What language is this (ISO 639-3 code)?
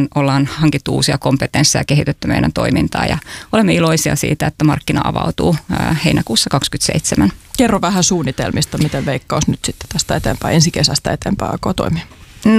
fin